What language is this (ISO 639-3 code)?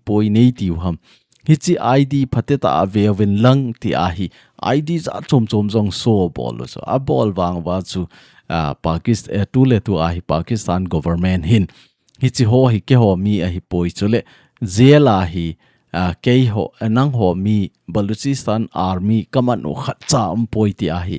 tcz